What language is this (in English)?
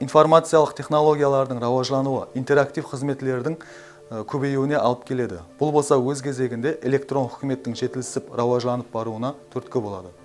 Kara-Kalpak